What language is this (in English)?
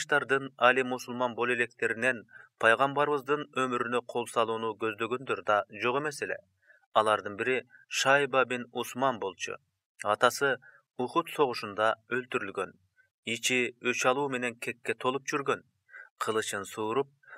Kyrgyz